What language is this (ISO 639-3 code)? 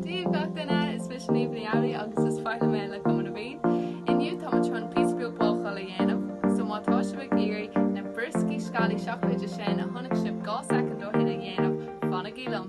gle